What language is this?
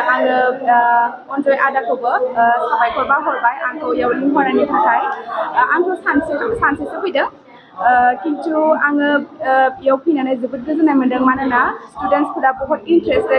Bodo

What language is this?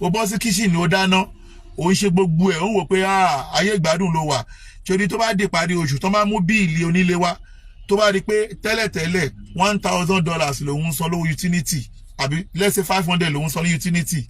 Yoruba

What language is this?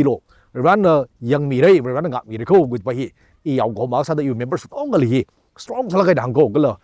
Tangkhul Naga (India)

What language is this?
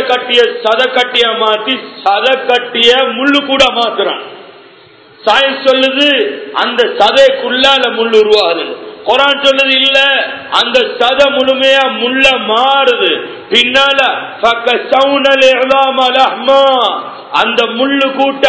Tamil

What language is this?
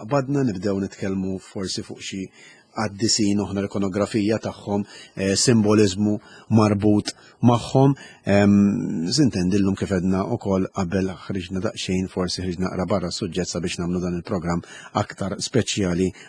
Maltese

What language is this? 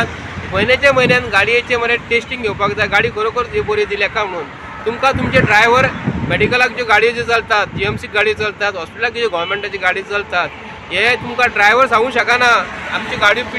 Konkani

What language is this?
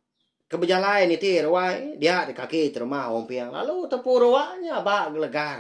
Iban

